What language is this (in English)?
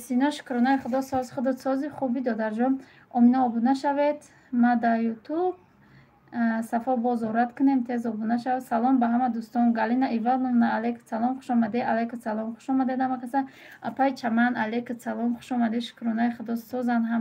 Tajik